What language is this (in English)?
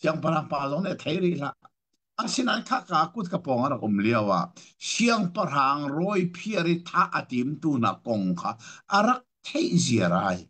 Hakha Chin